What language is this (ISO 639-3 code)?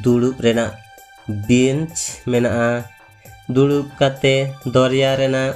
sat